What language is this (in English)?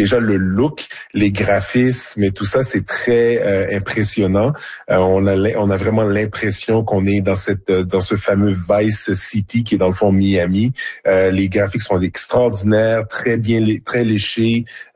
French